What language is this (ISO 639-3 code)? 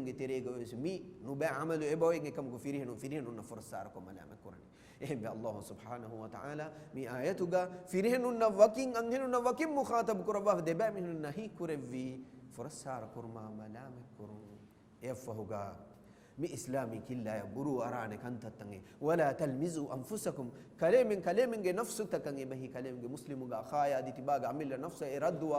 div